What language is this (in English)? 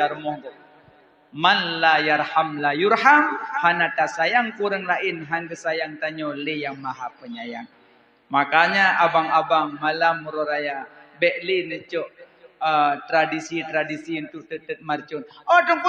Achinese